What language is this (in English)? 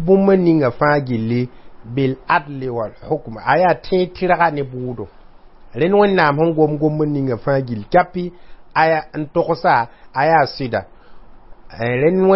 Mossi